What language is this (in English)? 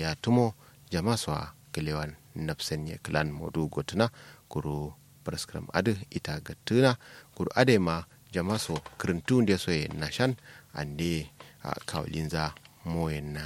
Kanuri